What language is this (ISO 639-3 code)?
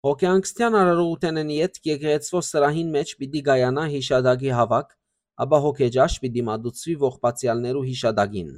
hyw